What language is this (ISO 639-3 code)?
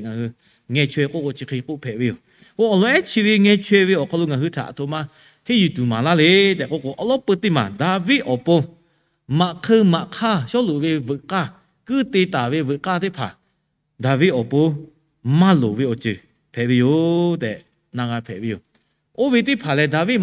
lhu